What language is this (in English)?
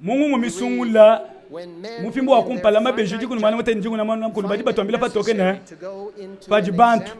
Luba-Lulua